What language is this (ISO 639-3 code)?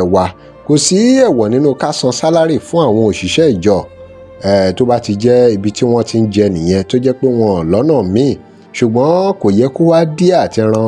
yor